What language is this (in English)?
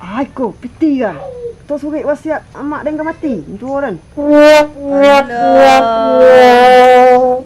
Minangkabau